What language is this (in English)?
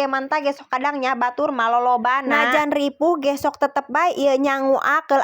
Sundanese